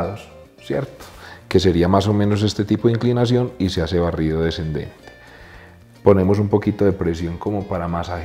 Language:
Spanish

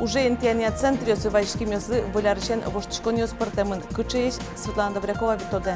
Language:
Udmurt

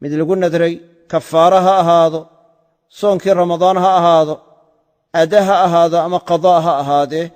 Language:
Somali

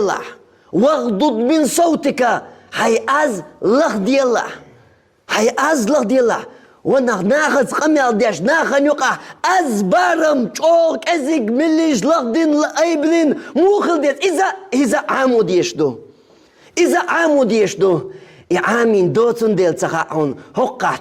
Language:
Chechen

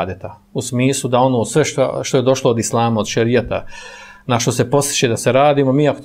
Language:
Bosnian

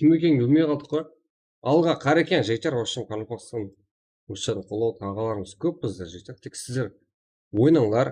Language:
Kara-Kalpak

